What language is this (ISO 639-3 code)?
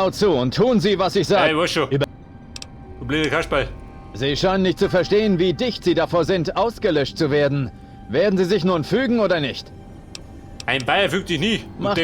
bar